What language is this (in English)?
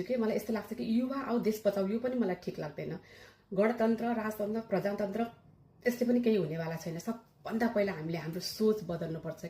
Nepali